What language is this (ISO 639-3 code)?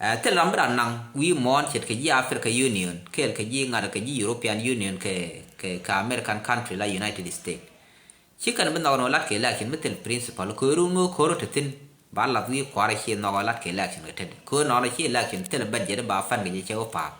nus